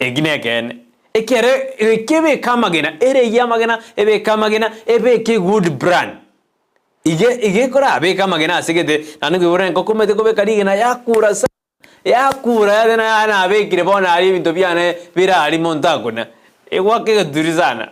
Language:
Gusii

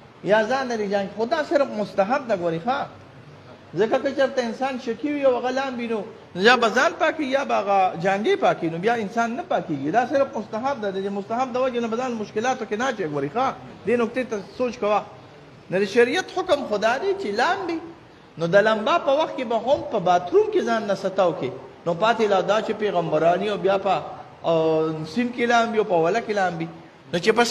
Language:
Pashto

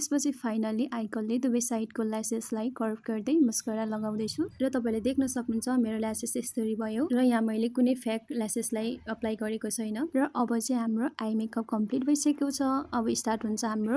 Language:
Nepali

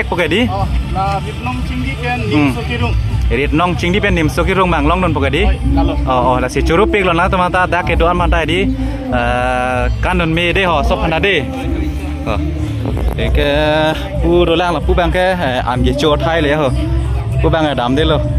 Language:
Karbi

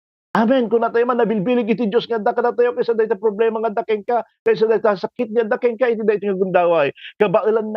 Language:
Iloko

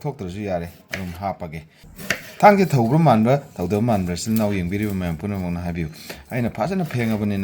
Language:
Manipuri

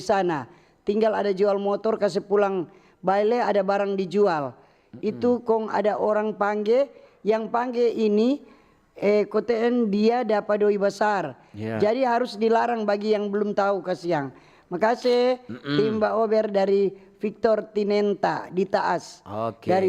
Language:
Manado Malay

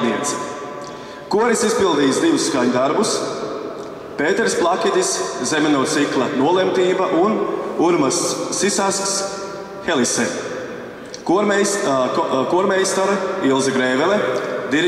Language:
Latvian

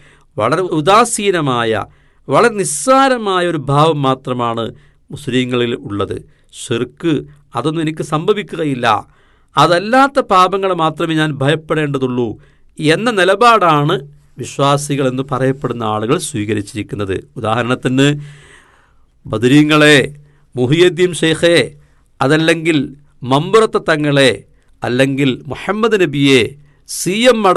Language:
Malayalam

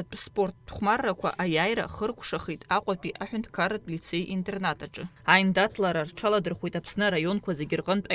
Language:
Abkhazian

